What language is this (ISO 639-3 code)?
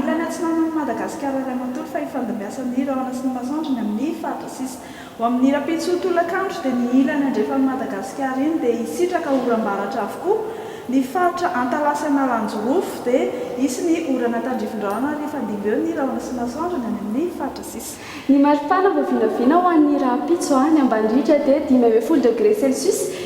mlg